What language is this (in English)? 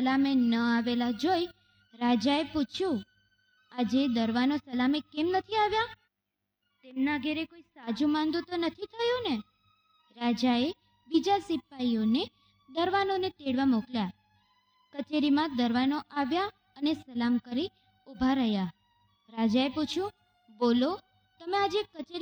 Gujarati